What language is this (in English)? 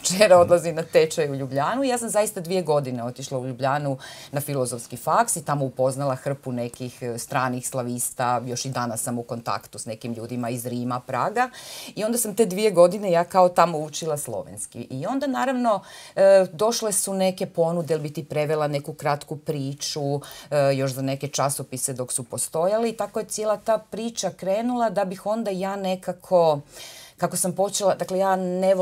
Croatian